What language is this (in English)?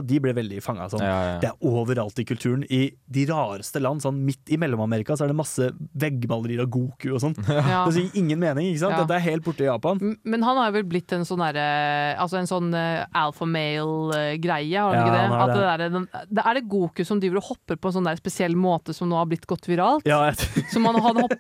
Norwegian